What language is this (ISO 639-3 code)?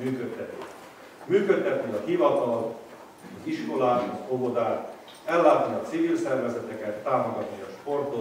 hun